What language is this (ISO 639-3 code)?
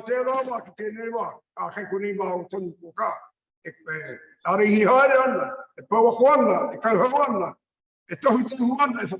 mri